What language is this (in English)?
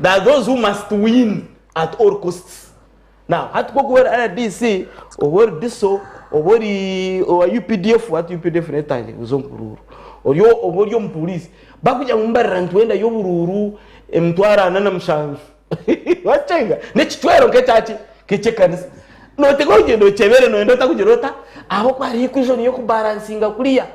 Nyankole